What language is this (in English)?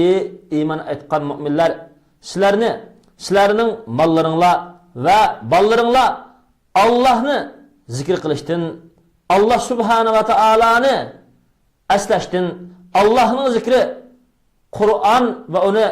Uyghur